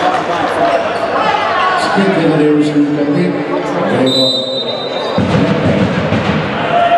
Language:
Slovenian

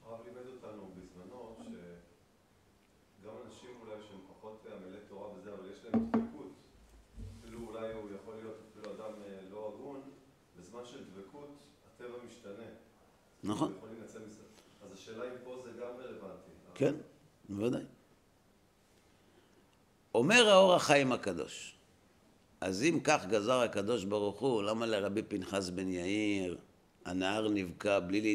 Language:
Hebrew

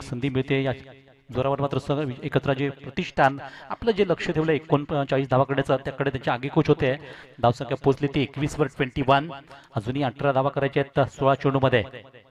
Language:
Marathi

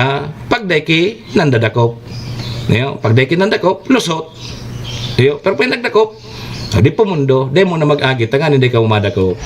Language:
Bikol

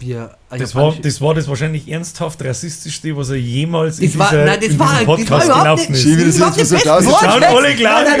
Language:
Bavarian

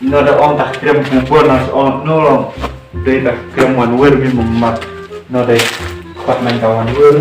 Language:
Khasi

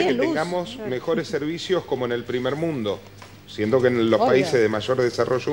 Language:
Spanish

